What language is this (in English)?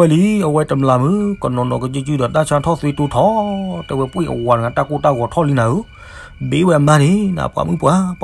S'gaw Karen